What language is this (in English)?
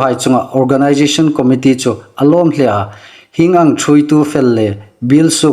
Hmar